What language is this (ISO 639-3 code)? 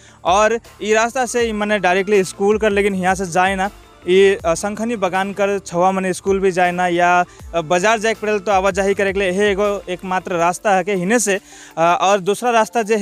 sck